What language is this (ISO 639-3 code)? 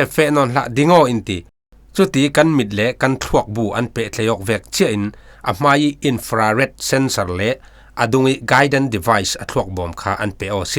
cfm